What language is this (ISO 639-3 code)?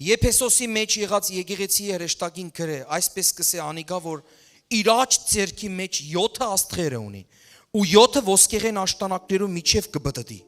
hyw